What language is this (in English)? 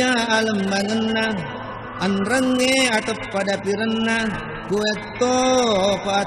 Buginese